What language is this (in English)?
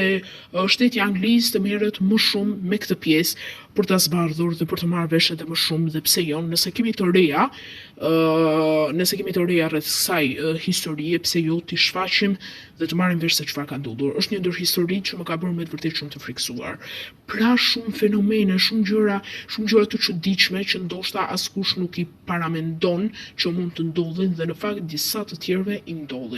Albanian